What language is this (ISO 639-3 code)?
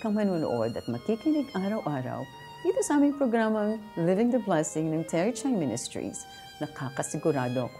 fil